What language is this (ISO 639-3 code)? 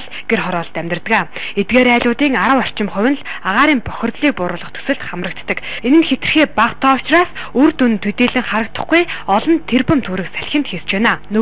mon